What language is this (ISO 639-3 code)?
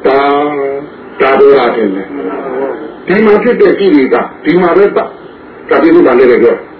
mya